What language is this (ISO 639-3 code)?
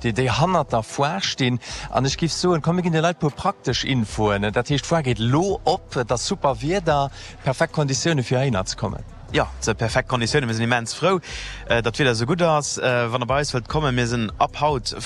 ltz